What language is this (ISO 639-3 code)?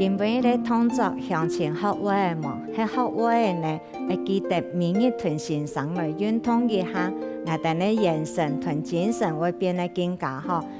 hak